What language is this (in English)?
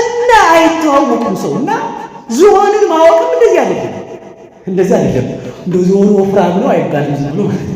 Amharic